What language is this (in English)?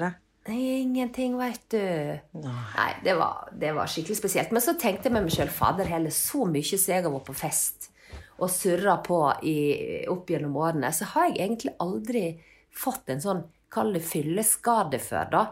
Norwegian